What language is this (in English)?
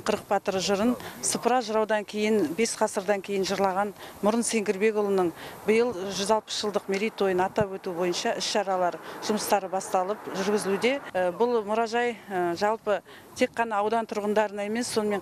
Kazakh